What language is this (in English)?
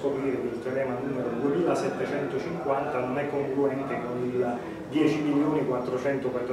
Italian